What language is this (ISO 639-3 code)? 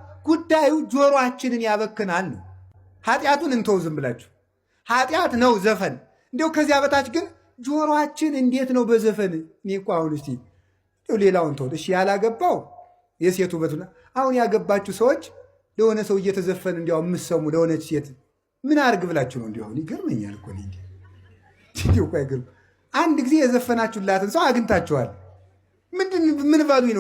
amh